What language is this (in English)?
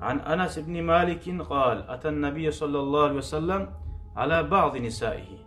Kumyk